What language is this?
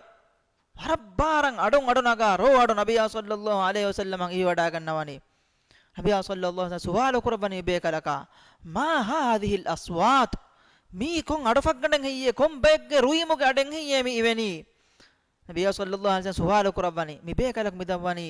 Divehi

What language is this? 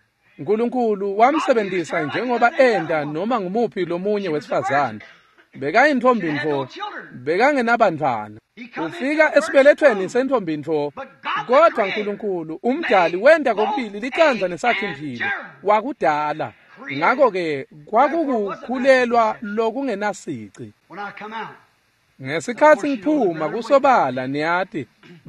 Swati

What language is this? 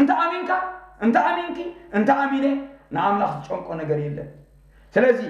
Tigrinya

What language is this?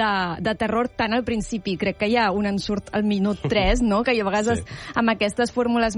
Catalan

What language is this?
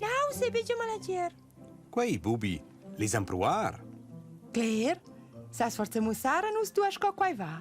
Romansh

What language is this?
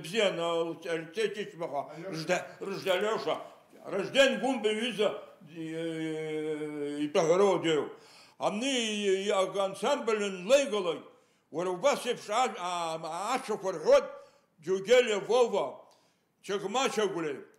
Abkhazian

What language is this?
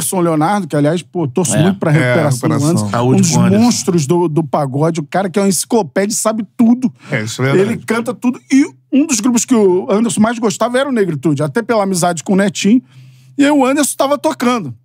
Portuguese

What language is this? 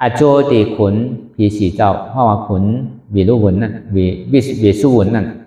Shan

